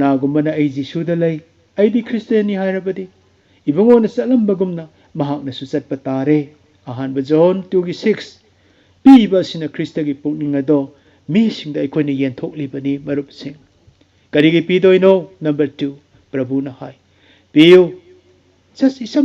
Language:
Manipuri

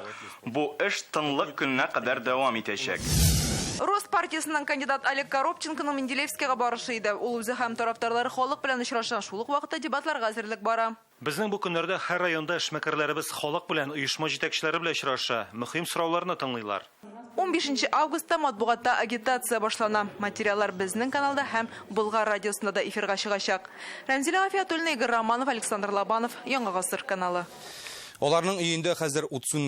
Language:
Tatar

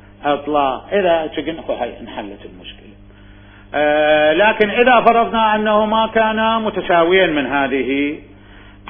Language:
Mesopotamian Arabic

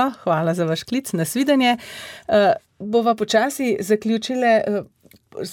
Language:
Slovenian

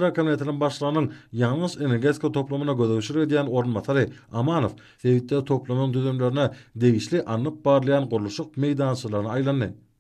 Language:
Turkmen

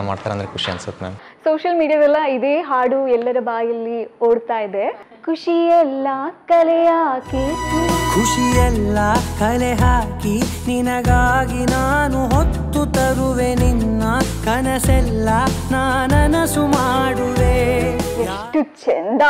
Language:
Kannada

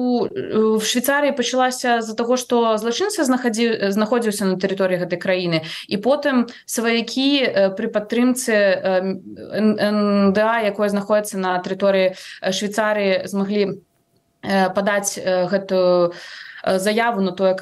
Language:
Belarusian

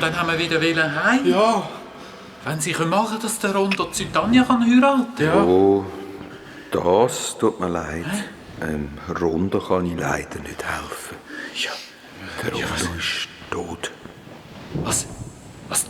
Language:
Swiss German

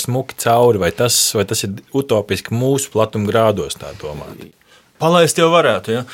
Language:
Latvian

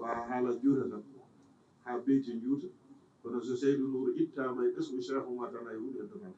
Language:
Fula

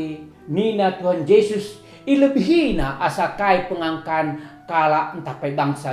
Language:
Batak Karo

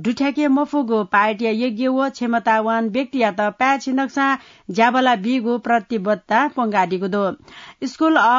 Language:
Newari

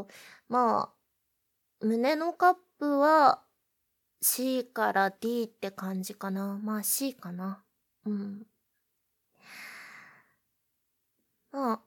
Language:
Japanese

